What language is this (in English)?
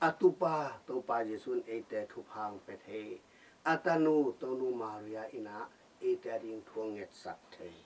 Tedim Chin